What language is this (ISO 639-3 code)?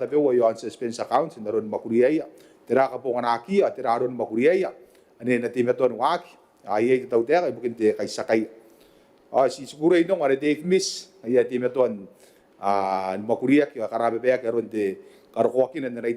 gil